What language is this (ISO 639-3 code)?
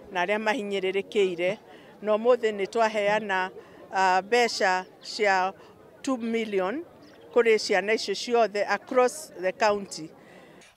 kik